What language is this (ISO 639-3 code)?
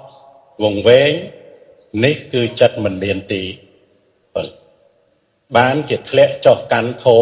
khm